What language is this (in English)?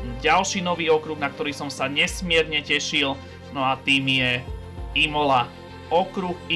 Slovak